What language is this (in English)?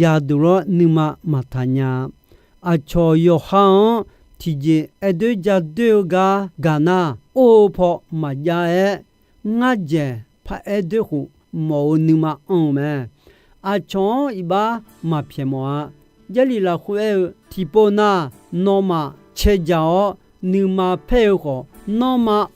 Akha